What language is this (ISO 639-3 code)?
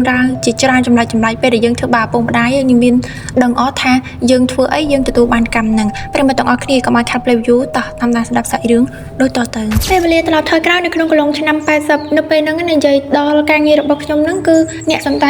khm